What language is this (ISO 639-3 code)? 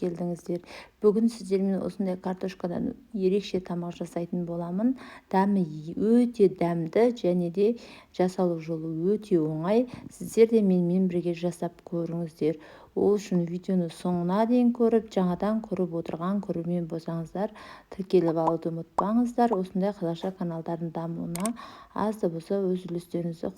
kaz